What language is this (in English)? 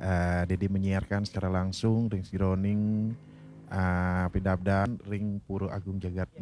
Balinese